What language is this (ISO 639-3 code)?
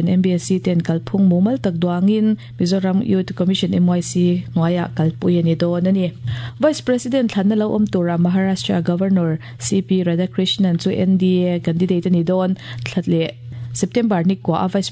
lus